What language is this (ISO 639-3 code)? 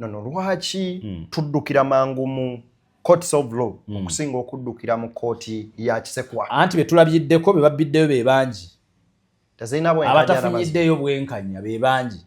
lug